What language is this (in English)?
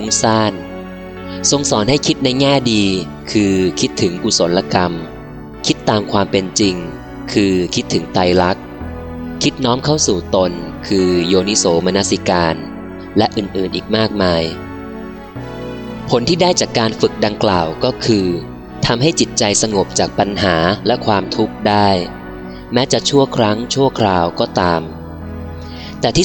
Thai